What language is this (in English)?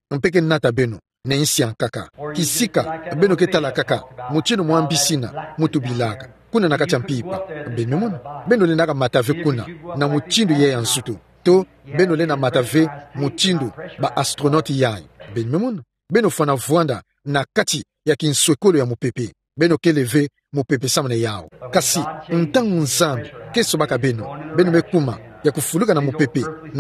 Kituba (Democratic Republic of Congo)